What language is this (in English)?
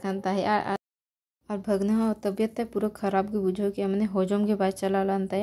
Santali